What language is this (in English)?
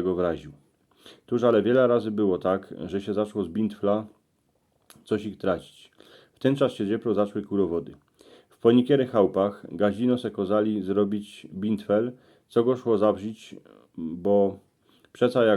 Silesian